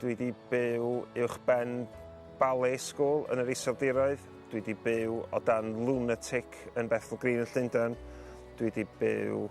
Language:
Welsh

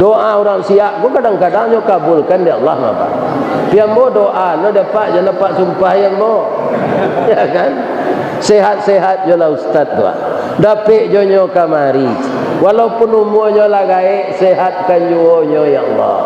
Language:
Minangkabau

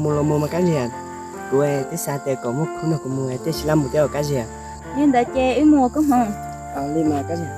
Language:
Hmong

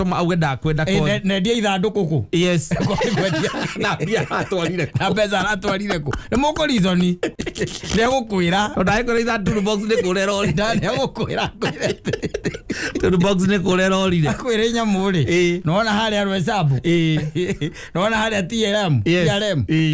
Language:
Kikuyu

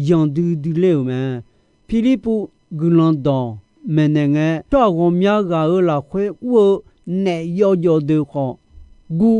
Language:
Akha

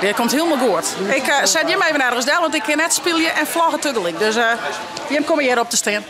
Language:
Western Frisian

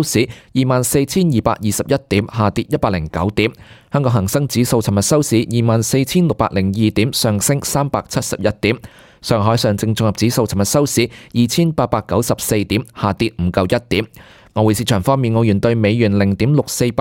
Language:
Cantonese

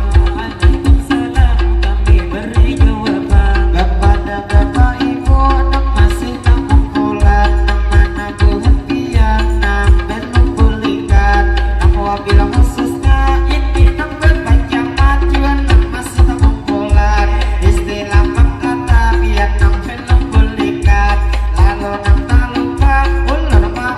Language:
Banjar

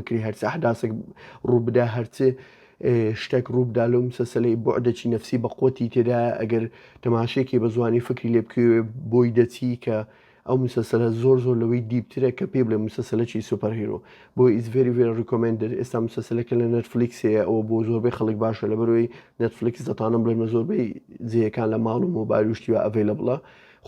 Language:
Central Kurdish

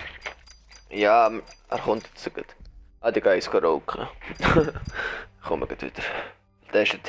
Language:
Swiss German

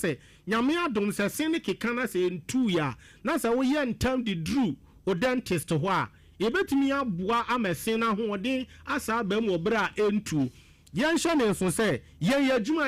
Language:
Akan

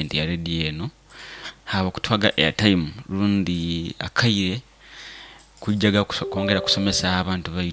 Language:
Nyoro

